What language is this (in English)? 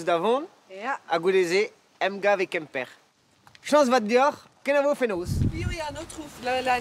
Breton